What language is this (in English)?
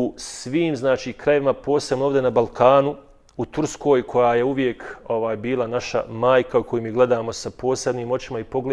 Bosnian